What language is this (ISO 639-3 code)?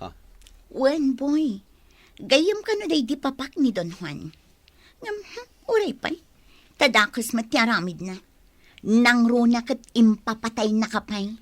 ilo